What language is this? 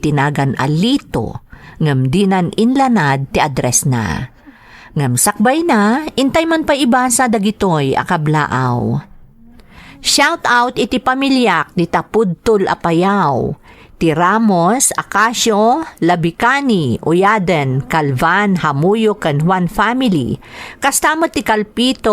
Iloko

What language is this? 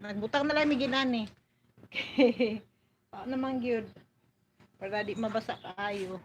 Cebuano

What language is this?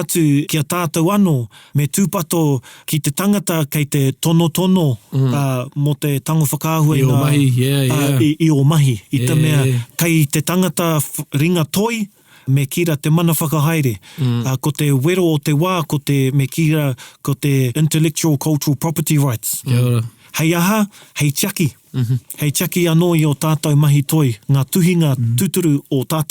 Māori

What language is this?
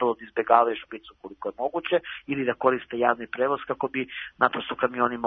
Serbian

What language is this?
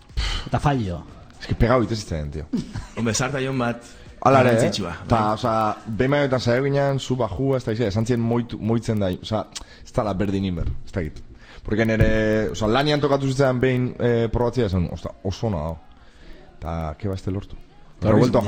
Basque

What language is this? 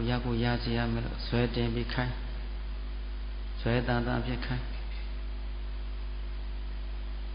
Burmese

